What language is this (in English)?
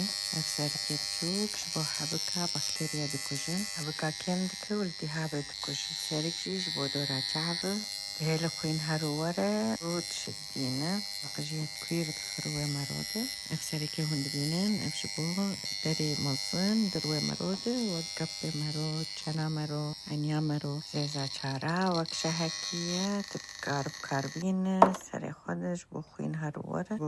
Kurdish